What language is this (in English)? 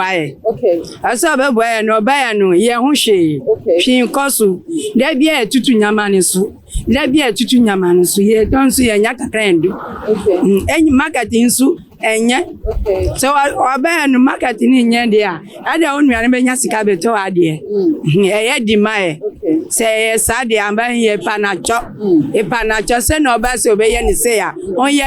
Akan